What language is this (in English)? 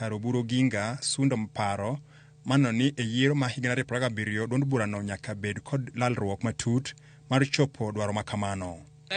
Luo (Kenya and Tanzania)